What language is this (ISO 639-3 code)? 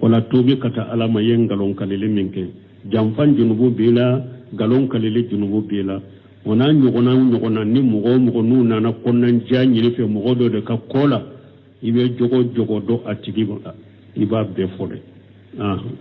bam